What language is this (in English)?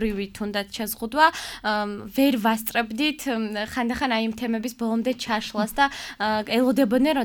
Georgian